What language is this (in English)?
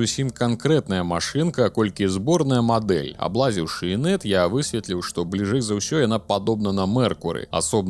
Belarusian